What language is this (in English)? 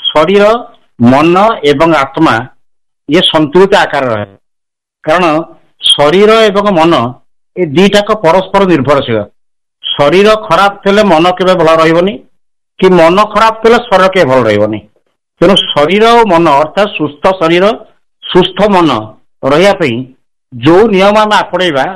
Odia